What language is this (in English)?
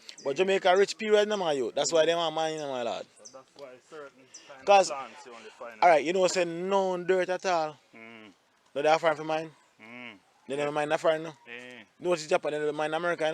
Jamaican Creole English